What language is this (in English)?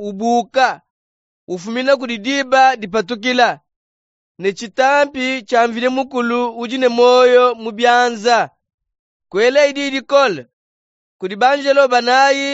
Luba-Lulua